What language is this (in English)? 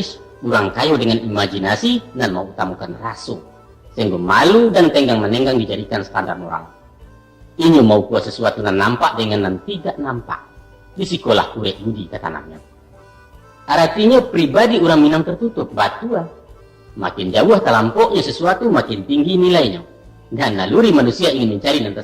Minangkabau